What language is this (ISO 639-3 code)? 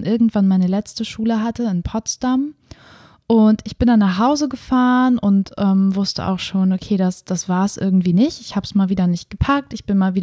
deu